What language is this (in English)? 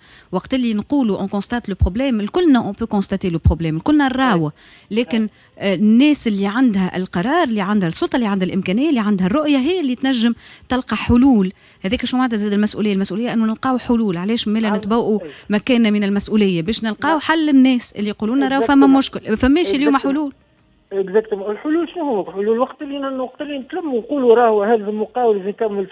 Tunisian Arabic